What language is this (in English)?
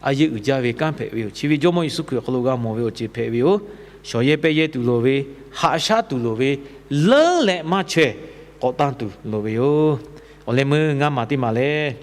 Lahu